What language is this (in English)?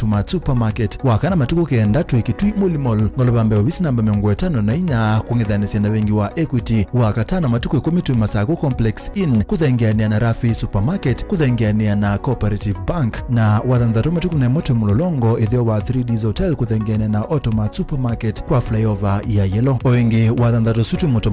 Kamba